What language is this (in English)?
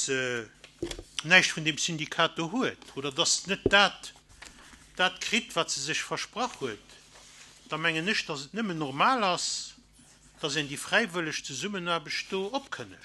Luxembourgish